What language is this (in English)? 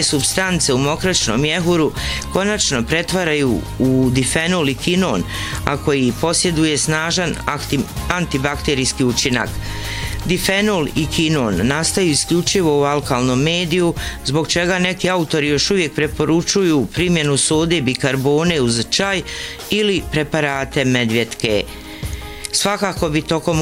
Bosnian